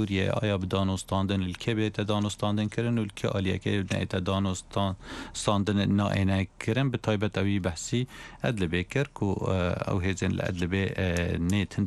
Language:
Kurdish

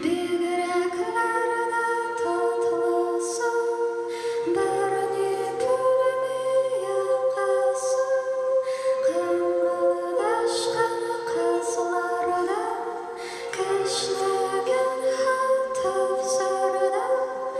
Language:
Tatar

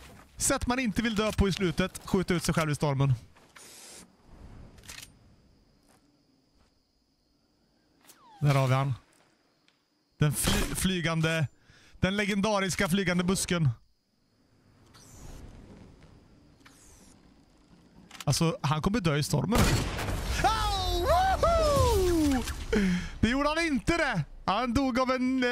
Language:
Swedish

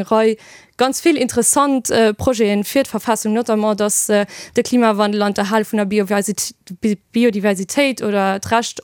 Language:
Luxembourgish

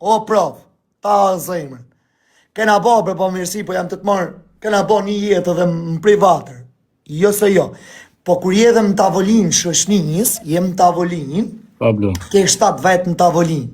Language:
Albanian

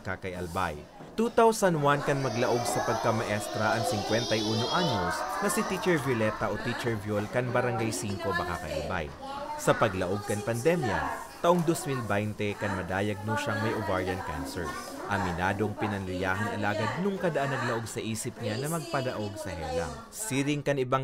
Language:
Bikol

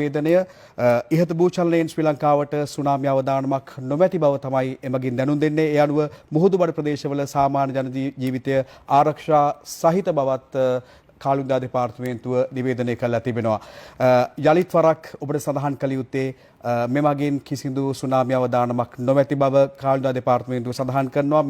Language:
Sinhala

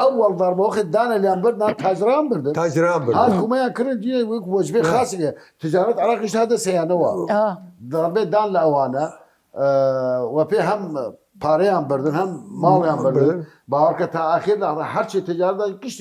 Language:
Southern Kurdish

